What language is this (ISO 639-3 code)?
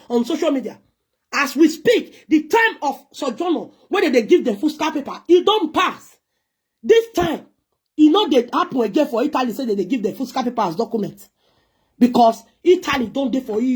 pcm